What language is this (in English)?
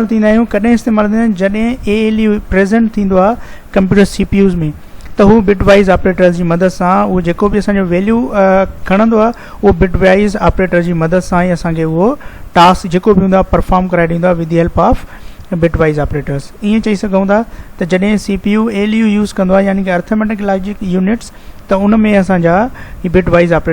Sindhi